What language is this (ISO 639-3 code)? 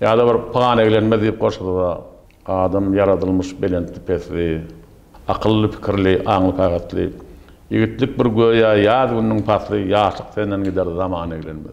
tuk